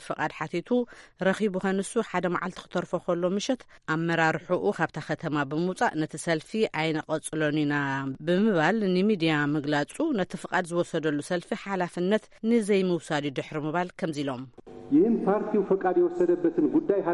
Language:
Tigrinya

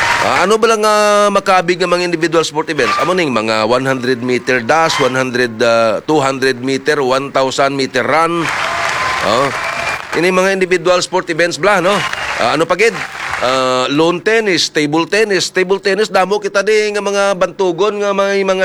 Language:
Hiligaynon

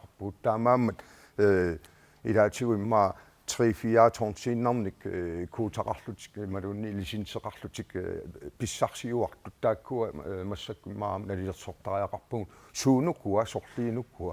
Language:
Kalaallisut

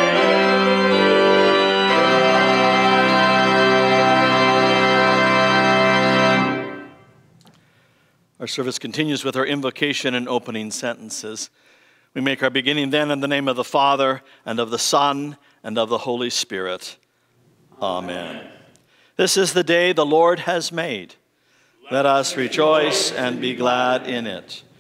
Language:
English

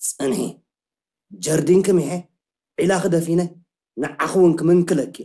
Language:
Tigrinya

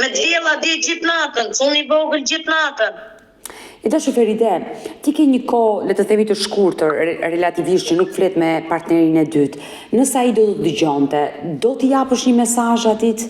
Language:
Albanian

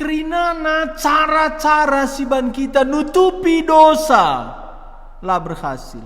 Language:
Batak Karo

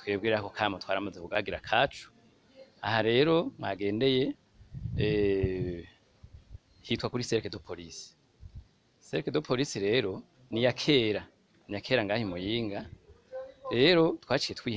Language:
Rundi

